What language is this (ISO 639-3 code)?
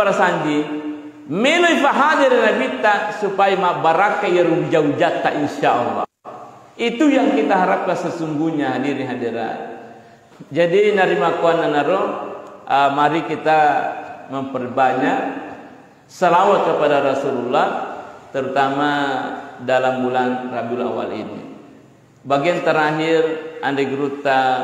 bug